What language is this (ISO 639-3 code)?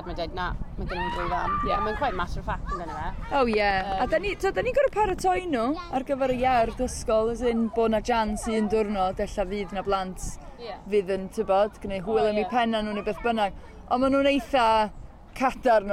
cym